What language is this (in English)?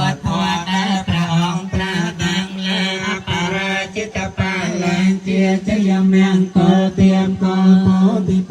Khmer